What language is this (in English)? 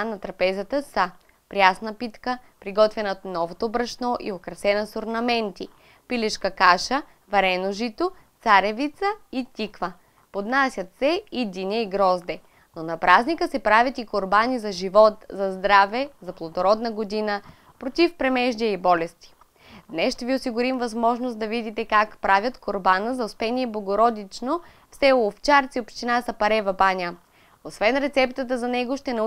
Bulgarian